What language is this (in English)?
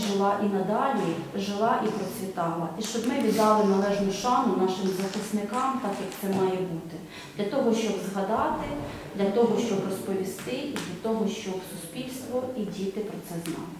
Ukrainian